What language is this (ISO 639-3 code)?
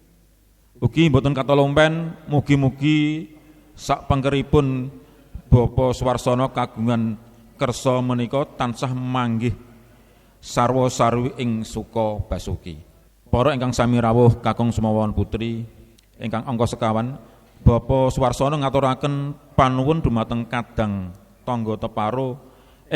jav